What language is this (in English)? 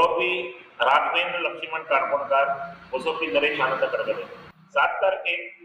Konkani